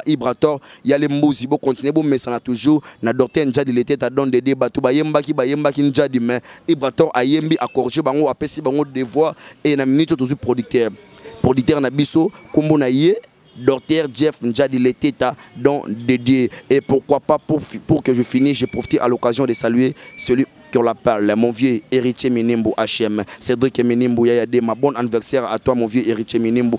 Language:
Lingala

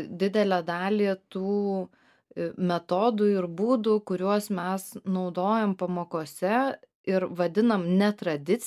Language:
Lithuanian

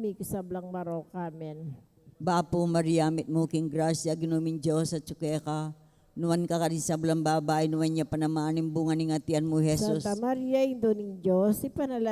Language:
Pampanga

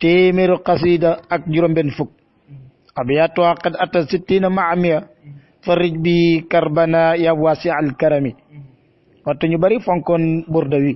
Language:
Wolof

